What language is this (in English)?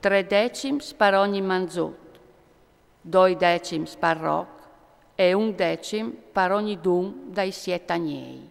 Friulian